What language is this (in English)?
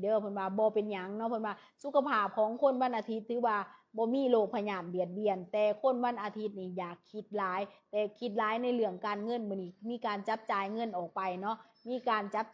Lao